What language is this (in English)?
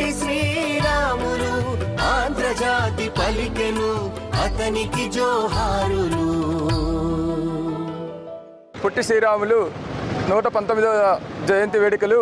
Telugu